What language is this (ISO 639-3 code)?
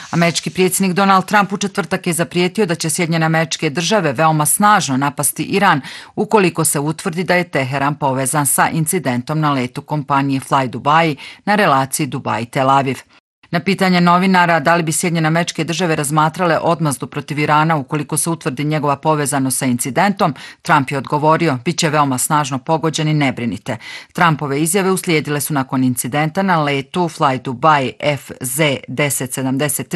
bos